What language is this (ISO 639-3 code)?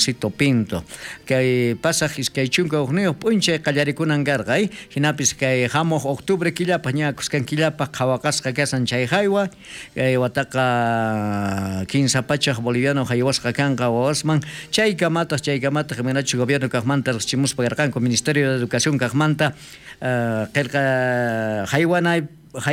quh